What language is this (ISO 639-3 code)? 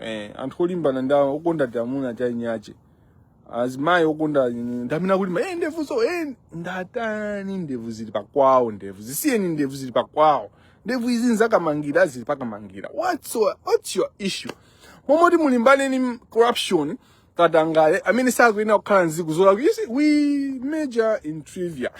nya